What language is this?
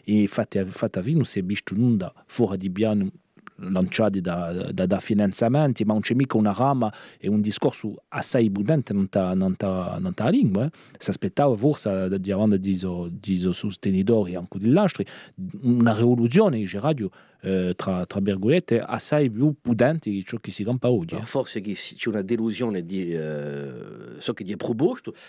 Corsican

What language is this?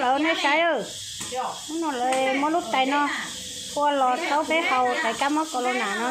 Hmong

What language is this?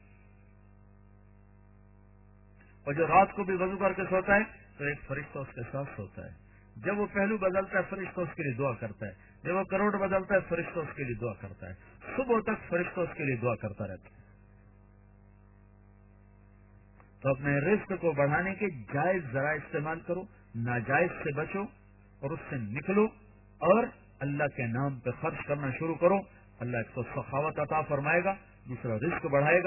Urdu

